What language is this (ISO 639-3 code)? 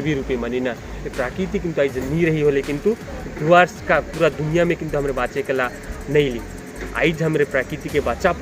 sck